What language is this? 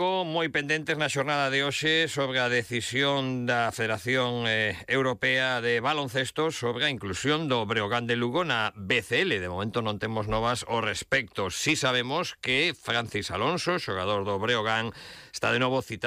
Galician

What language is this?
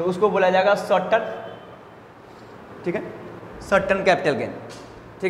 Hindi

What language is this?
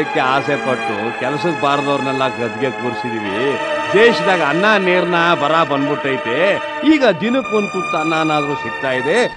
Kannada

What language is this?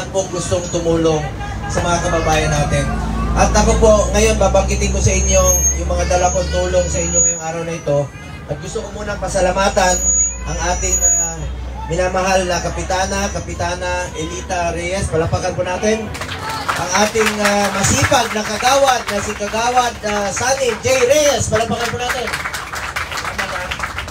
Filipino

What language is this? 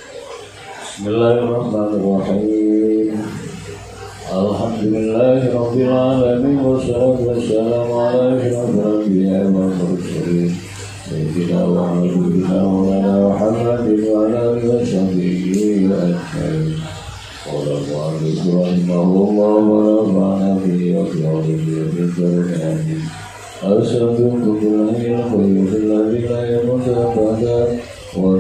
Indonesian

